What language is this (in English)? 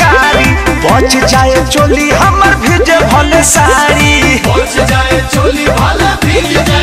Bhojpuri